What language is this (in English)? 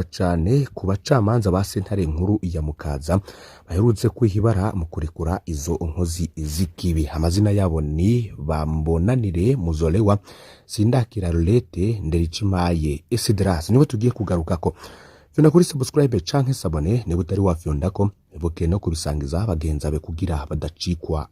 Rundi